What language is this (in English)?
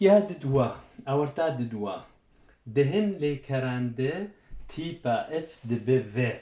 Kurdish